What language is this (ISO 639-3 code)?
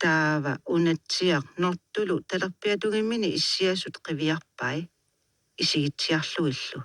kal